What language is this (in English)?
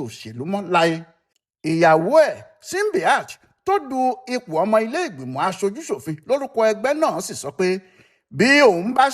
Yoruba